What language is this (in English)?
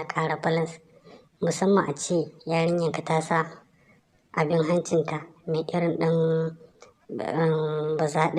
Hausa